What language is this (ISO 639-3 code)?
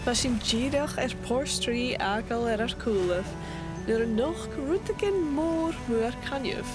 gla